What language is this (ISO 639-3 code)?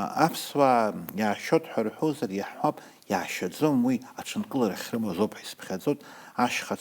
abk